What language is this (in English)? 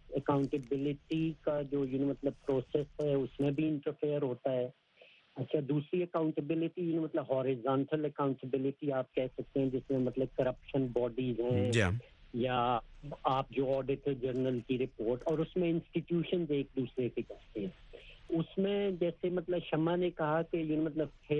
Urdu